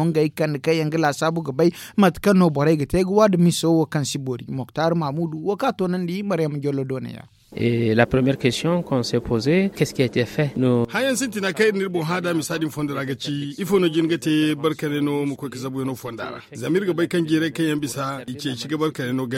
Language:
Zarma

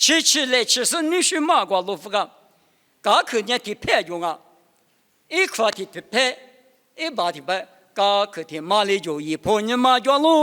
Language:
Lisu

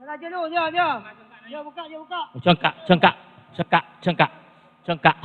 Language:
Madurese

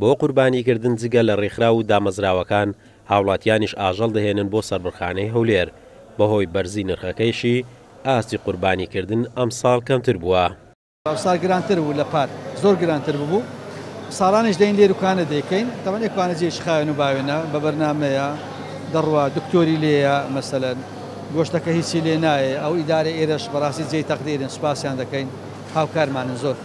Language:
Central Kurdish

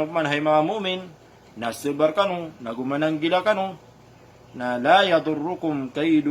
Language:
Maranao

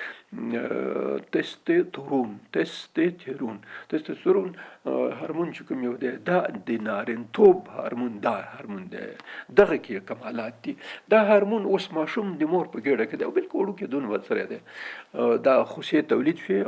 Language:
Pashto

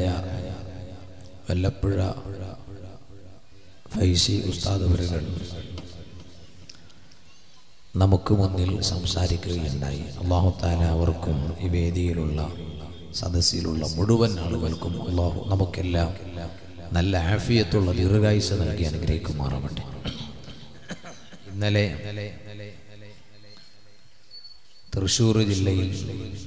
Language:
Malayalam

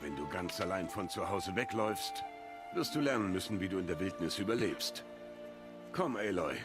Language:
Swiss German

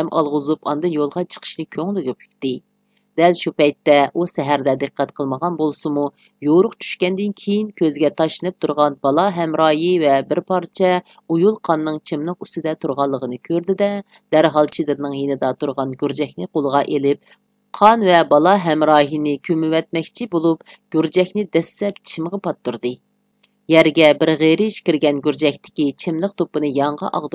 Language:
Uyghur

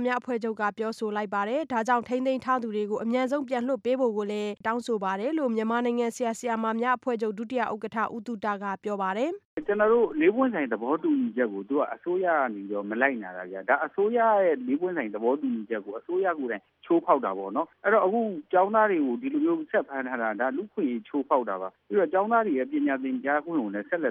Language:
Burmese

